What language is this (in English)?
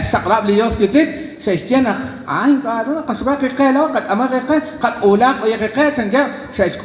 Kekchí